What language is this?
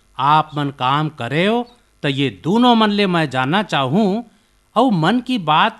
Chhattisgarhi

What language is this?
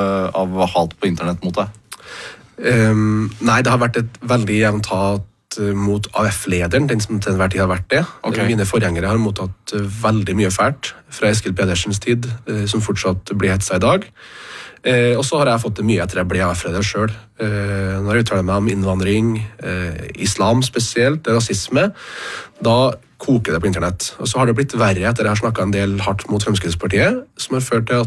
Norwegian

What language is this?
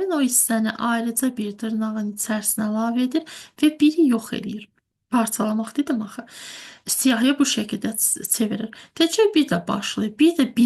Azerbaijani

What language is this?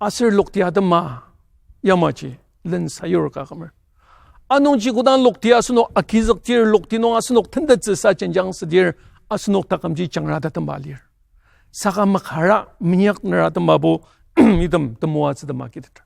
Ao Naga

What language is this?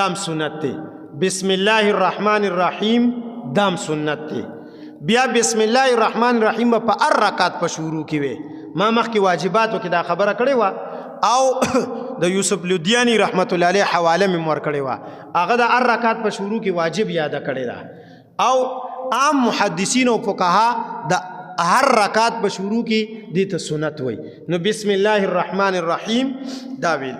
Pashto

